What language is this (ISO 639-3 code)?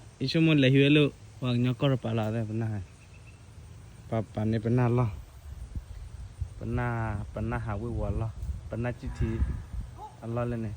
ksw